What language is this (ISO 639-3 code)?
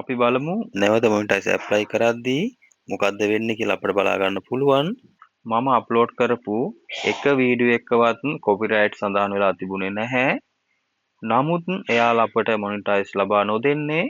sin